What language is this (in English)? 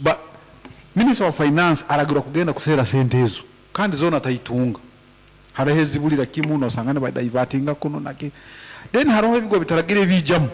Nyoro